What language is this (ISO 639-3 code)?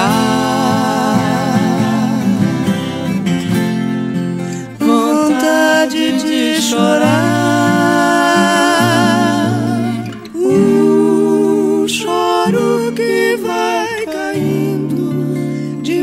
por